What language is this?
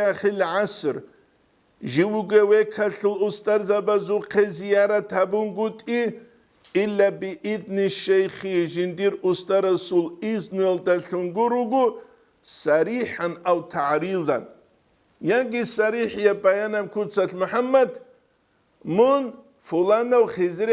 Avaric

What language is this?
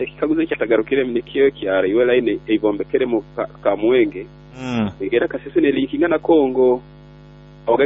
Nyoro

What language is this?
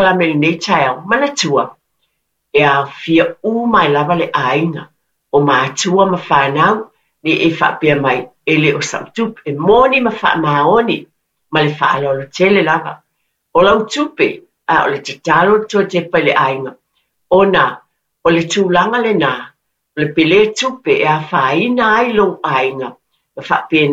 Samoan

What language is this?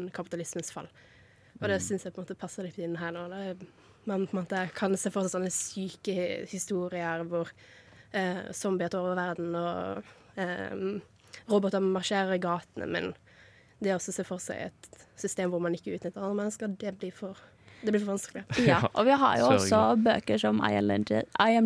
Norwegian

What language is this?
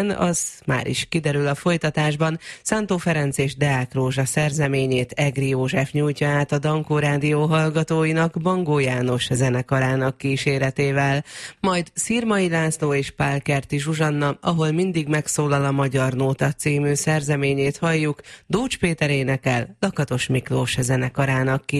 Hungarian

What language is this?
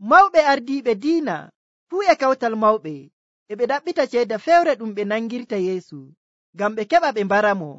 Nigerian Fulfulde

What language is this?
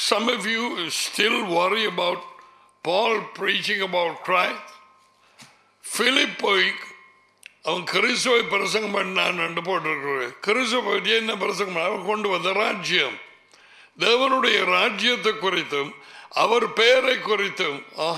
Tamil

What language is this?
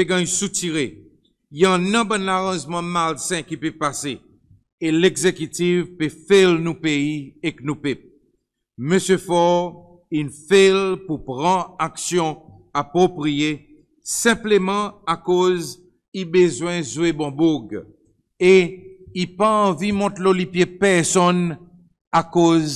Seselwa Creole French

